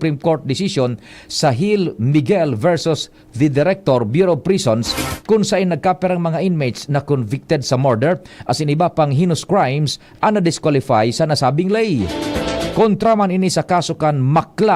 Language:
Bikol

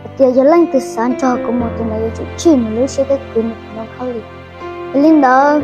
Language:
Hmong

